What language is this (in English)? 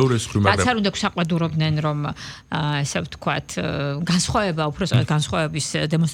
Georgian